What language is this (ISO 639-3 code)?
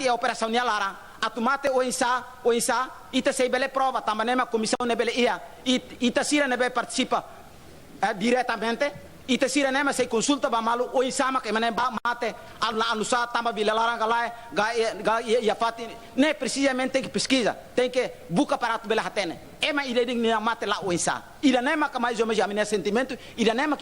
tet